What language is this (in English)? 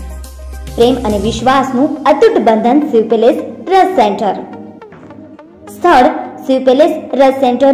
Gujarati